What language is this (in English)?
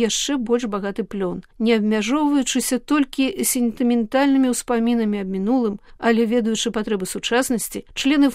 Belarusian